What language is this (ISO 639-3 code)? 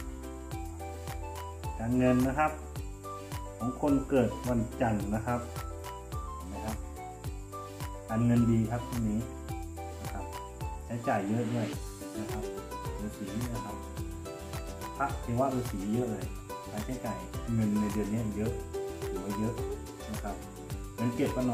tha